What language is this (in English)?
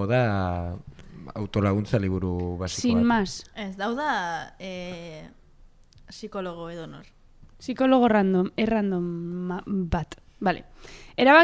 Basque